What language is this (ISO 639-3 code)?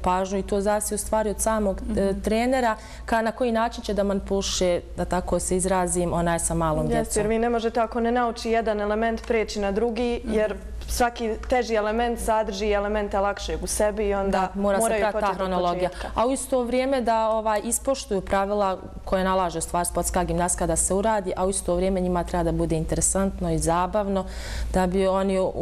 bos